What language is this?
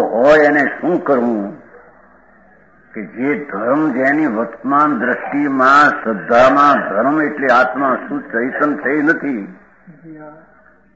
Gujarati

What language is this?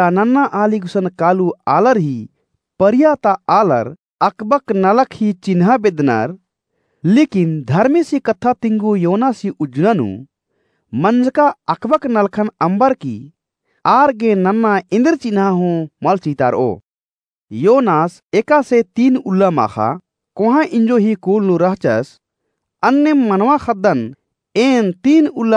Kurukh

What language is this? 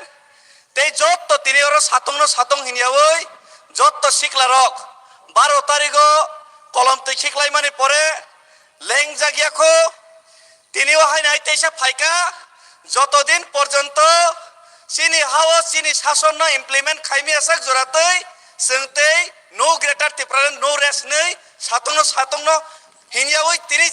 Kok Borok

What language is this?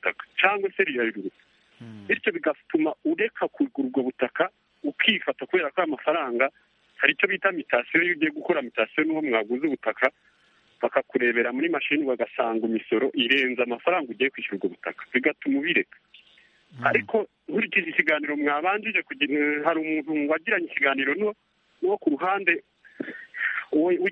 Kinyarwanda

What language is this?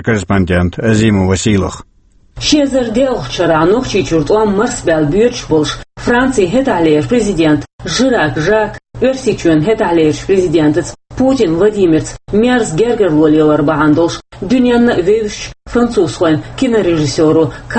Chechen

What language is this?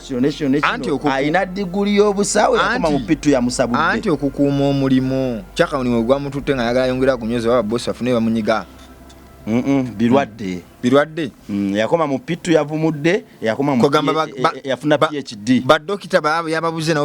Ganda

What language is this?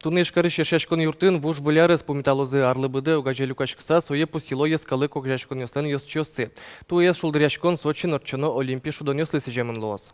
Udmurt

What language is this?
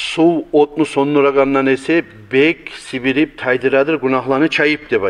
Kumyk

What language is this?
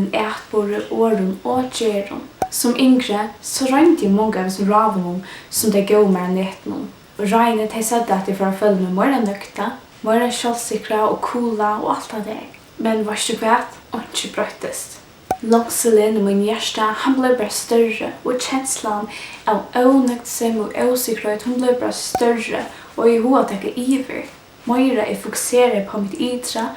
Faroese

